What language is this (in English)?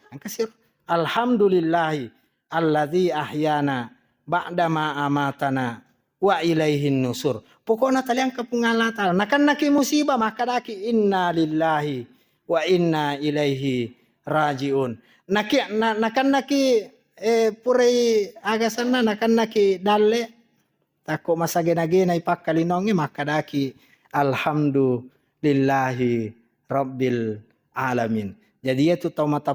Buginese